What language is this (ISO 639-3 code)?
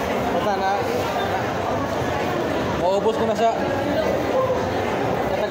fil